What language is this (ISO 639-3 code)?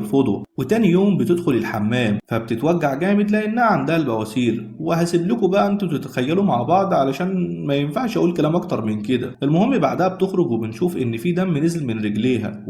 arz